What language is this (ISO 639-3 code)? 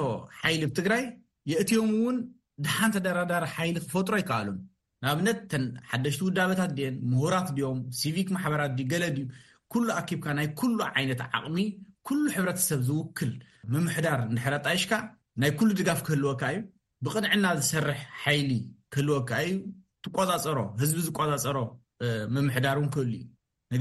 tir